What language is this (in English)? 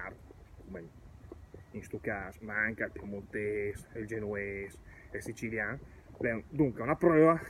Lombard